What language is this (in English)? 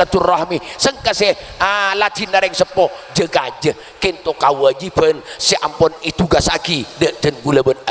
Madurese